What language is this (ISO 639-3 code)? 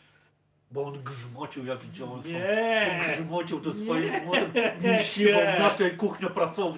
pol